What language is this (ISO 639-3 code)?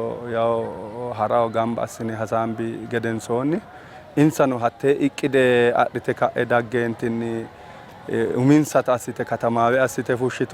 sid